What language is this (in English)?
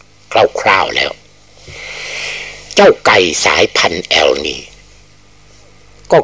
Thai